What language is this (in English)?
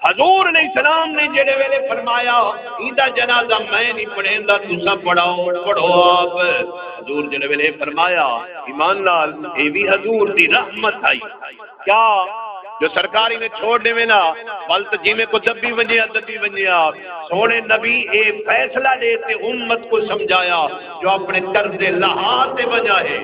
Saraiki